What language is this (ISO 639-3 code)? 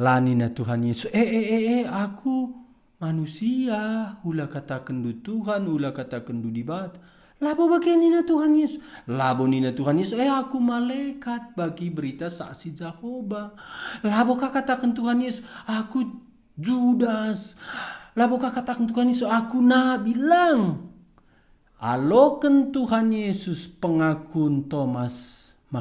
btx